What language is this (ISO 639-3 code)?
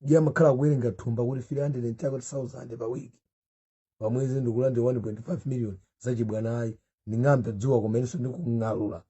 nya